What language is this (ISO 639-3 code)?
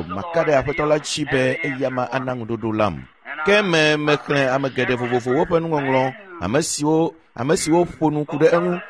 ewe